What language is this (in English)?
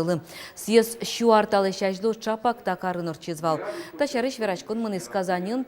Udmurt